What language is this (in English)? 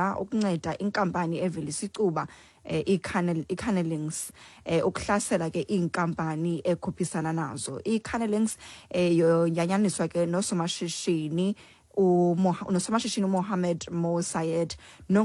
Xhosa